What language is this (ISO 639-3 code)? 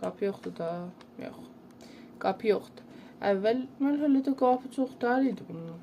azb